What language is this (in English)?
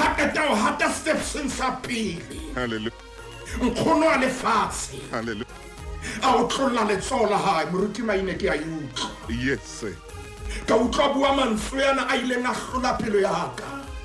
Southern Sotho